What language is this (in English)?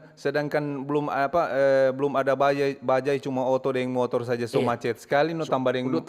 Manado Malay